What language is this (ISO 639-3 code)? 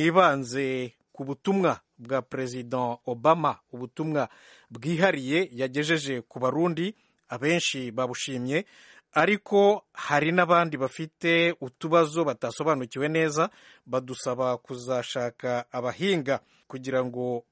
run